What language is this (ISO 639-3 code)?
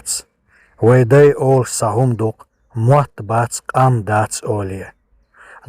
che